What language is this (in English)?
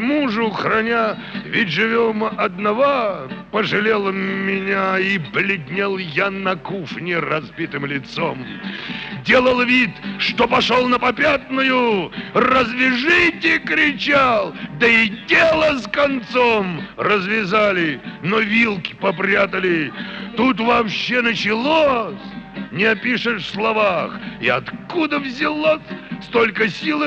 Russian